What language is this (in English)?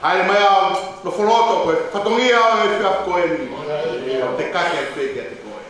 Tongan